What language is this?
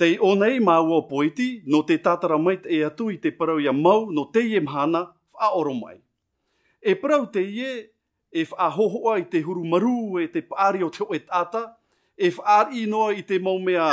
Tahitian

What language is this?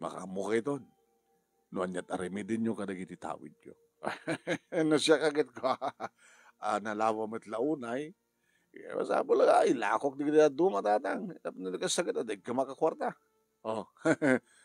Iloko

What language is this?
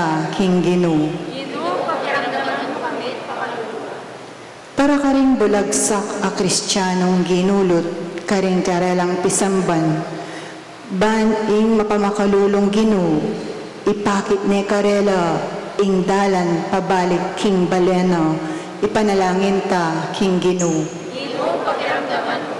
Pampanga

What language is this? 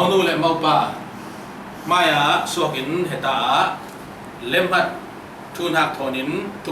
Falam Chin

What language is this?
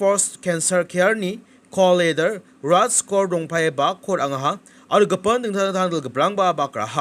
Garo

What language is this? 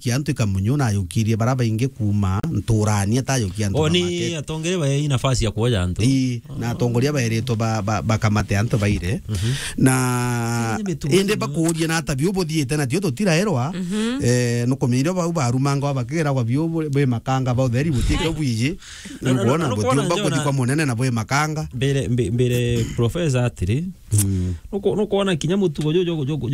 Meru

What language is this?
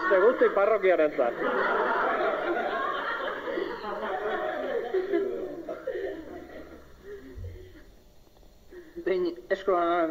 Basque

